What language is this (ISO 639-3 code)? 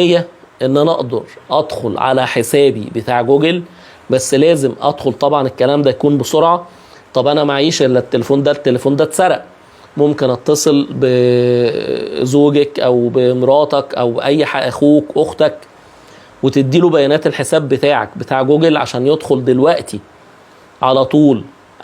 arz